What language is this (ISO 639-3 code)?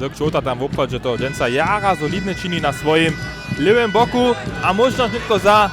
hsb